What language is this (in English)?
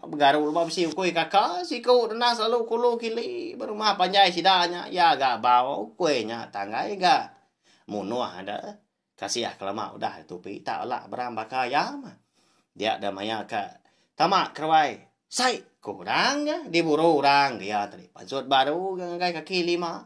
Iban